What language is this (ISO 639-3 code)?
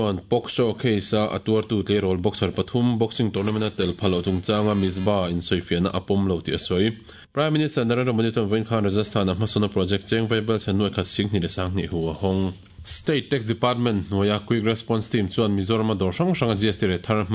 lus